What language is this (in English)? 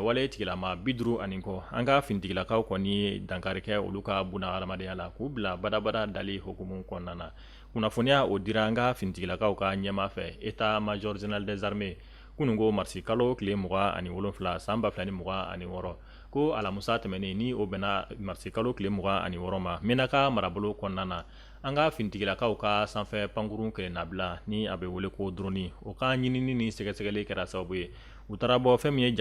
Bambara